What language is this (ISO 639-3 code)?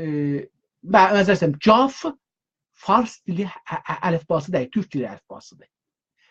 azb